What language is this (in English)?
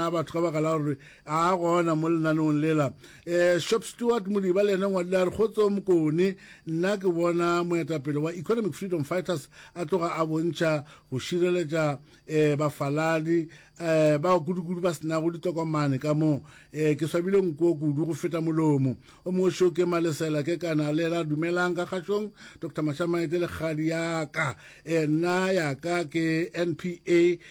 Northern Sotho